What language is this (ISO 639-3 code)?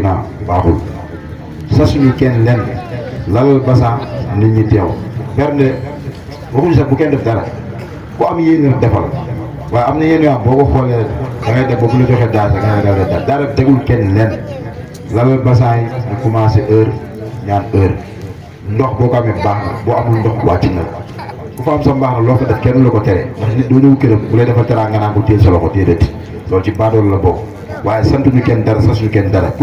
wol